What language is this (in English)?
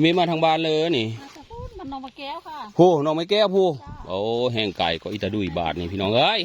Northeastern Thai